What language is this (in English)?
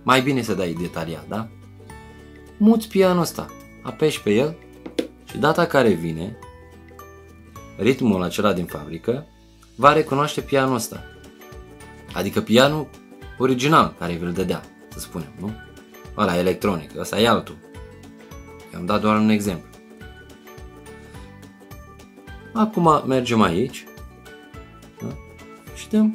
Romanian